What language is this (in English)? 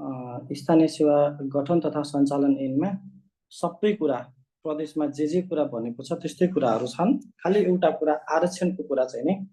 Nepali